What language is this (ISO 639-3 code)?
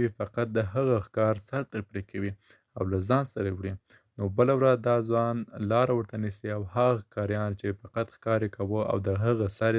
pus